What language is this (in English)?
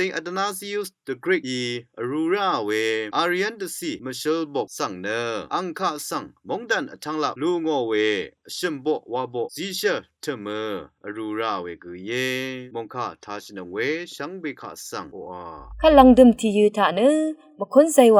Rawang